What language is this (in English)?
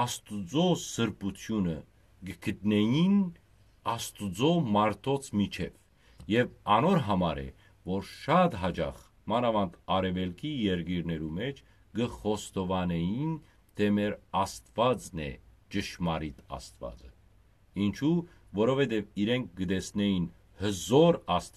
Western Armenian